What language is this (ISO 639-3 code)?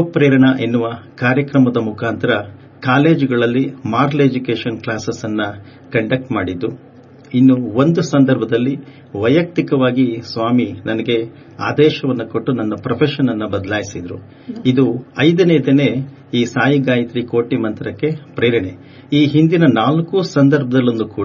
kan